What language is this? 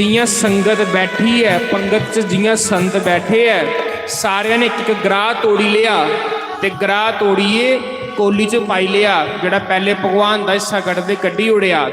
Dogri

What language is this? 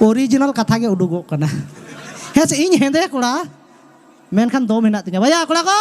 Santali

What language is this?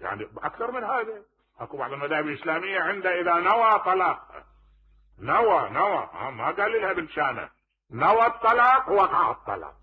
Mesopotamian Arabic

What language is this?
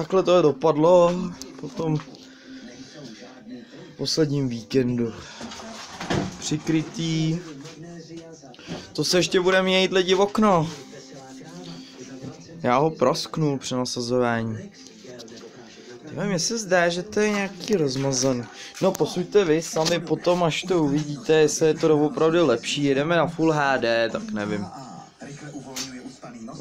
Czech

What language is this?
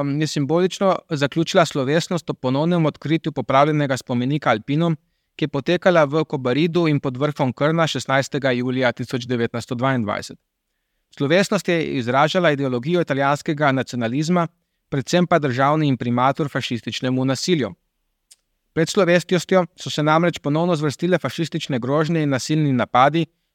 Slovenian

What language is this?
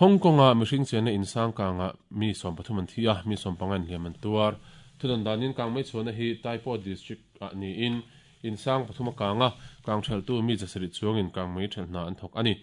Mizo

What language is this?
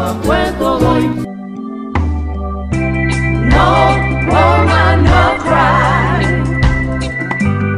Spanish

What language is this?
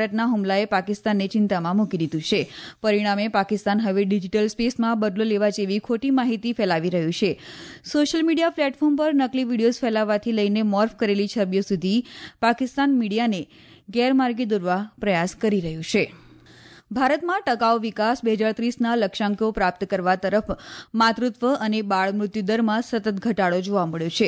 Gujarati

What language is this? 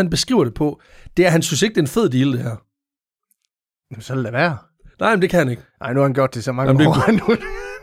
Danish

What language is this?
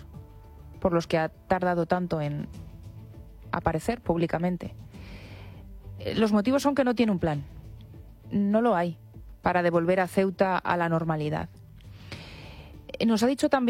Spanish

